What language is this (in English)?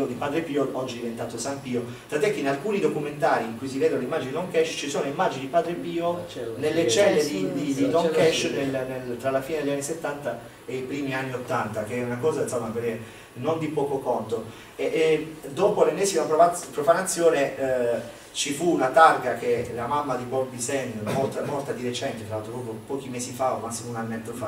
Italian